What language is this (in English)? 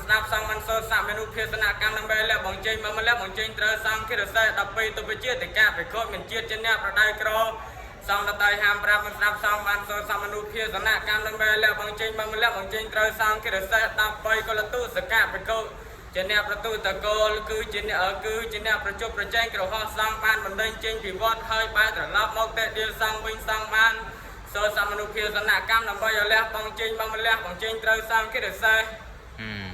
Khmer